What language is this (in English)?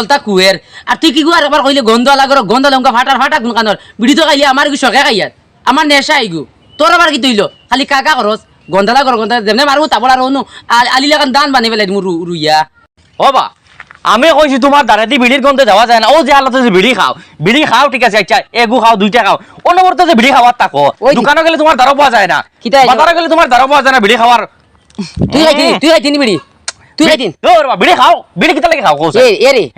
Sylheti